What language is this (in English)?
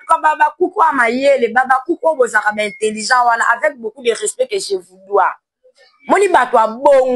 Lingala